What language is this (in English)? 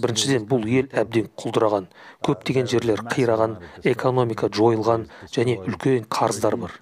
Kazakh